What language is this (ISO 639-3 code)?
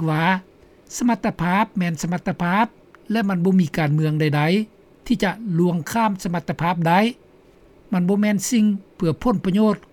lao